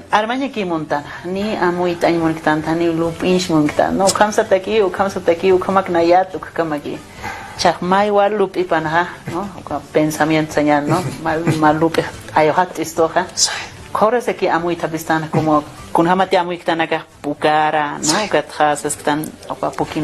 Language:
Aymara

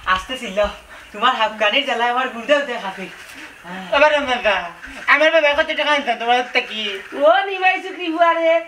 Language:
Sylheti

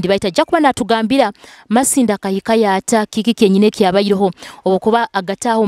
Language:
Nyoro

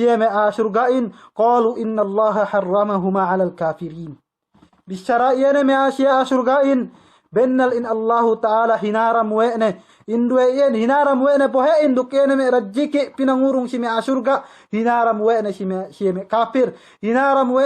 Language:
Yakan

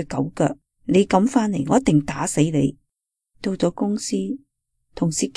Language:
Cantonese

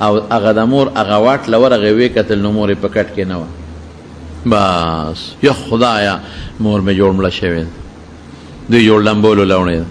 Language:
Pashto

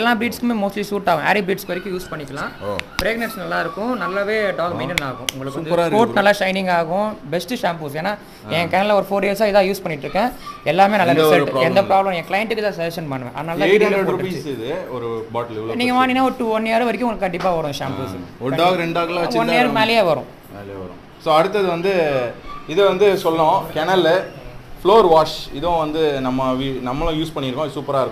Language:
Tamil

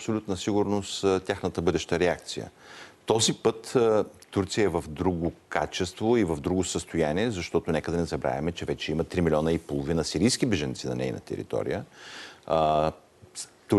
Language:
Bulgarian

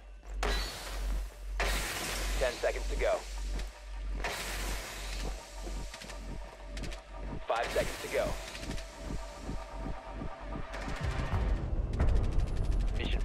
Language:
English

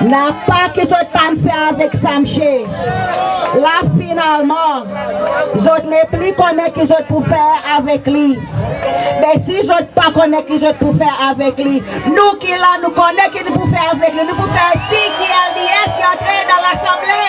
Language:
Seselwa Creole French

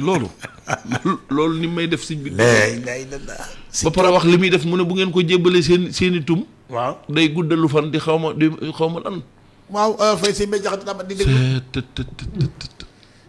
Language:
Wolof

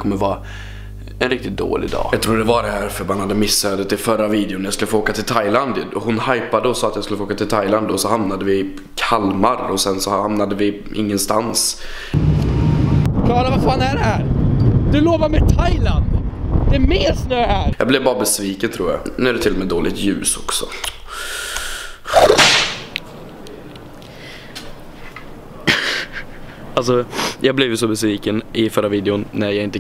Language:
Swedish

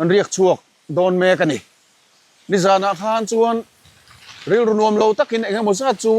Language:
Mizo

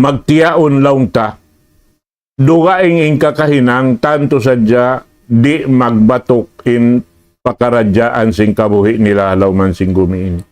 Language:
Tausug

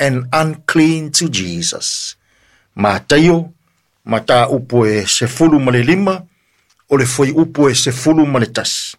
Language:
Samoan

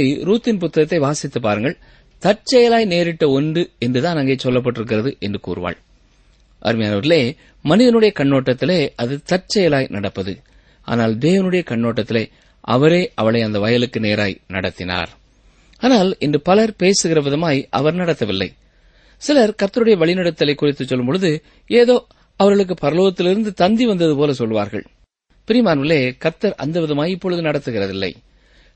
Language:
Tamil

